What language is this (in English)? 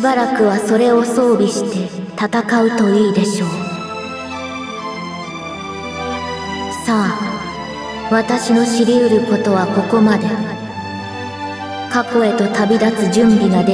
Japanese